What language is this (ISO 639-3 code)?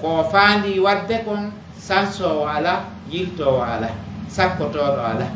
fuf